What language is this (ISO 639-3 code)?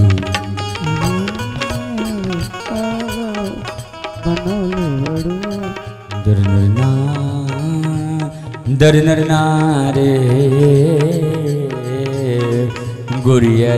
bho